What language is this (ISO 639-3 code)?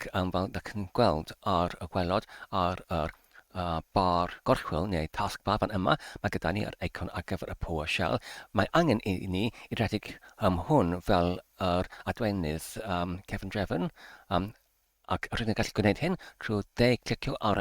cym